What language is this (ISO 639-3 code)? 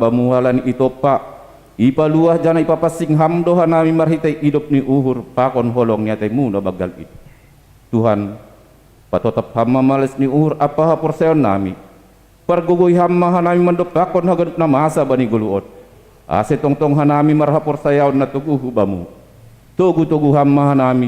bts